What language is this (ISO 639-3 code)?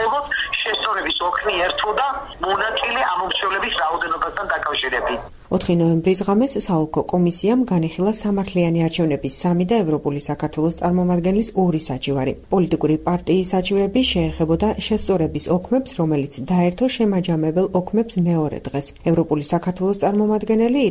kat